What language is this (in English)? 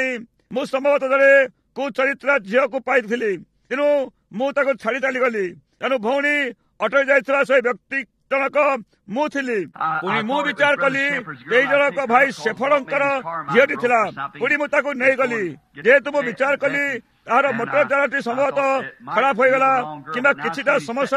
Odia